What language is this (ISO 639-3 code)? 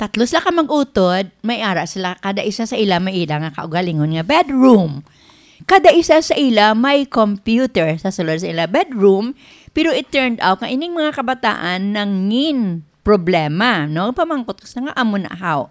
hil